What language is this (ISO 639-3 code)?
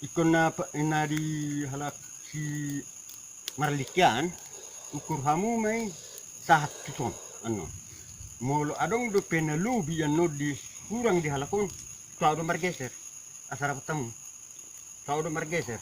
bbc